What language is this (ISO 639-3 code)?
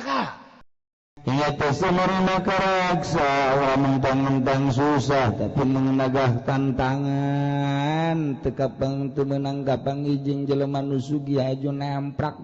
sun